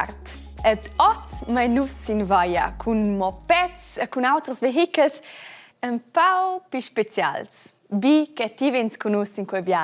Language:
Romansh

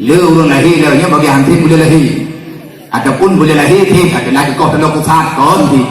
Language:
Achinese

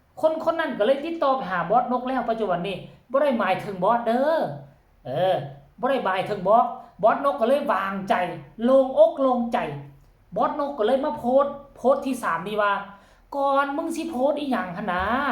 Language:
Northeastern Thai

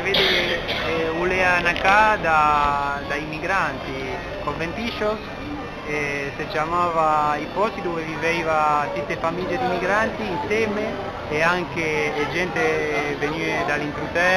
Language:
Ligurian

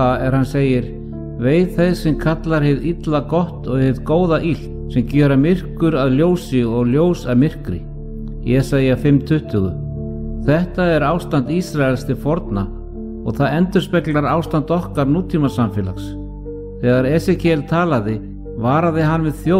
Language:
Icelandic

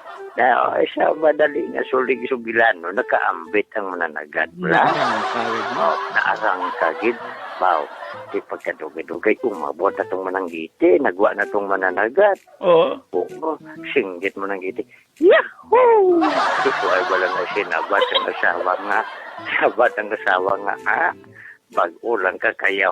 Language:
Hiligaynon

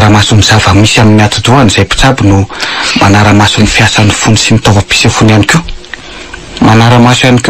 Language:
Malagasy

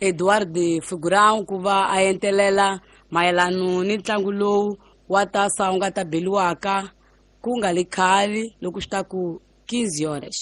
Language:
Tsonga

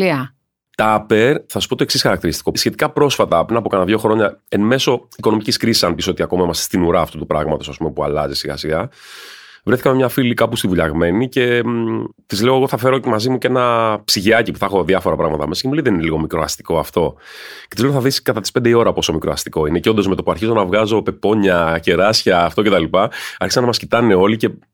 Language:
Greek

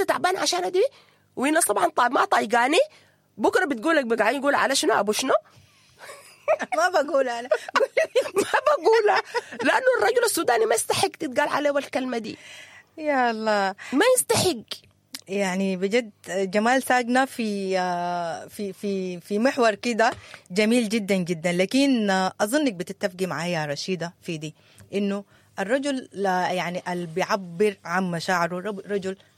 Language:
Sudanese Arabic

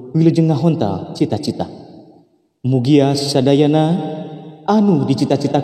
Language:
Sundanese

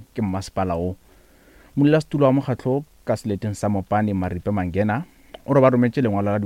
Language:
Northern Sotho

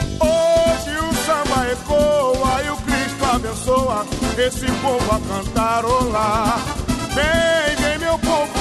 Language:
Portuguese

